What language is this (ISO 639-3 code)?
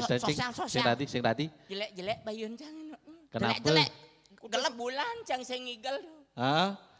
ban